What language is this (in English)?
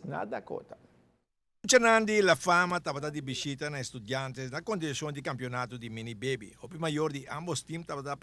Papiamento